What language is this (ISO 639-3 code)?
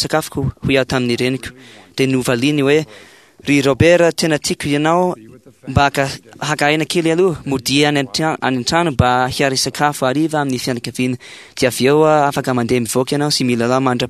mlg